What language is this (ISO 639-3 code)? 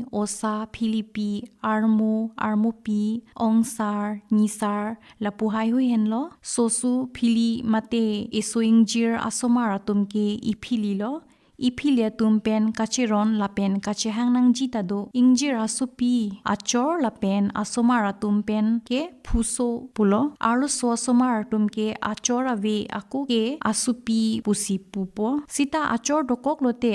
mjw